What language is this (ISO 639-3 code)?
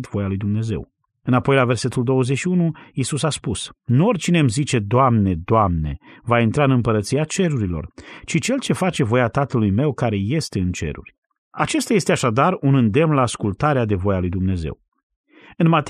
ron